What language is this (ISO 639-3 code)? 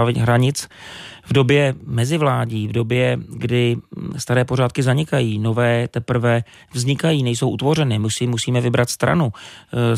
ces